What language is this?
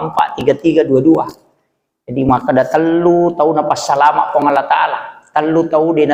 Buginese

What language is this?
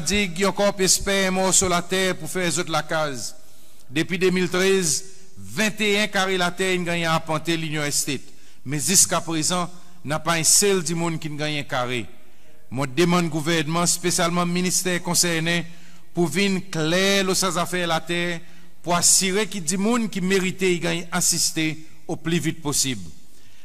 Seselwa Creole French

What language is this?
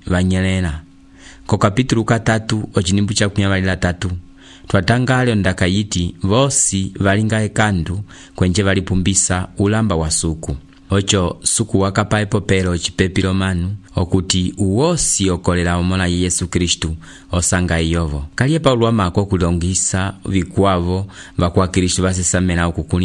Umbundu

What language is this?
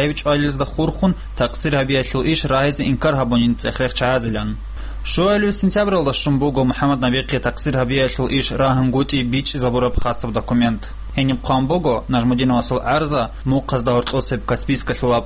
Avaric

